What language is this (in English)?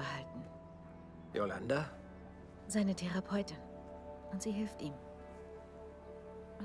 German